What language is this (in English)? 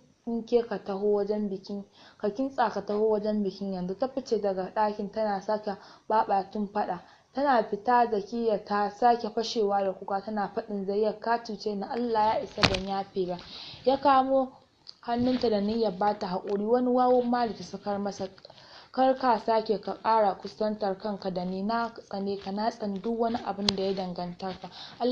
Hausa